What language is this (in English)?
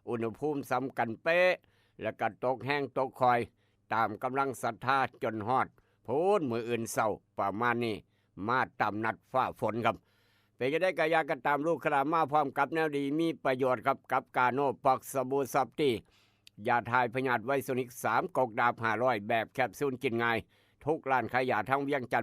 Northeastern Thai